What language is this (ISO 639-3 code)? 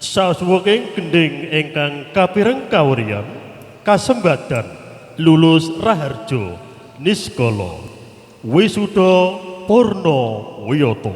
jav